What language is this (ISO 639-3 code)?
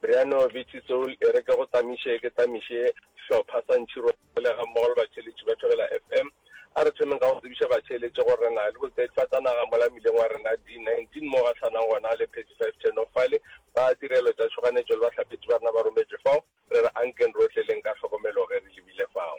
nso